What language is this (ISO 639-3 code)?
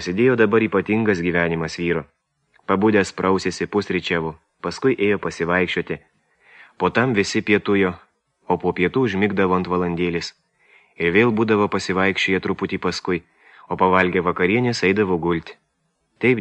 lit